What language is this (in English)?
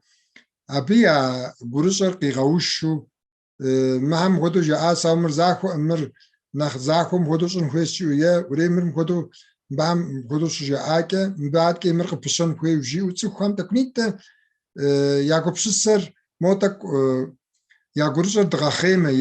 Kabardian